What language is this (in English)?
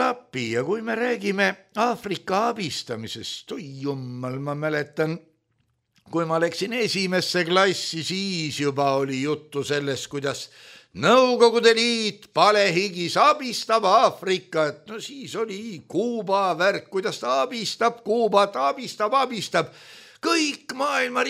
Estonian